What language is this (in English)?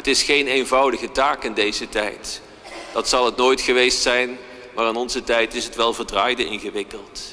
Dutch